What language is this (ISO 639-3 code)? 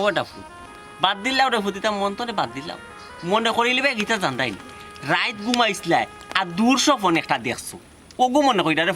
syl